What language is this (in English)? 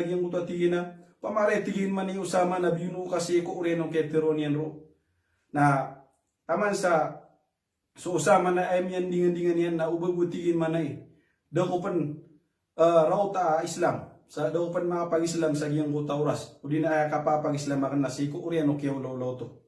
Maranao